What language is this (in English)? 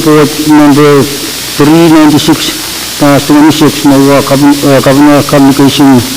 Pohnpeian